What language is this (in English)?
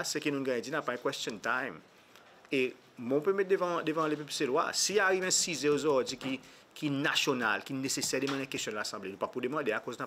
Seselwa Creole French